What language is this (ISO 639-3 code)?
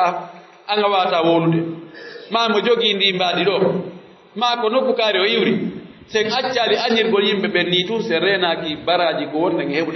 fuf